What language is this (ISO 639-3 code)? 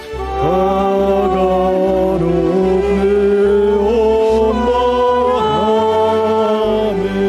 bts